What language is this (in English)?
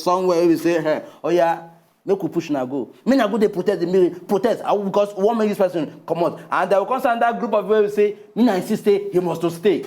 Nigerian Pidgin